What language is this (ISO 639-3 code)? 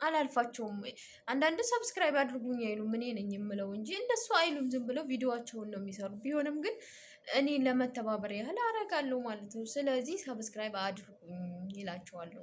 amh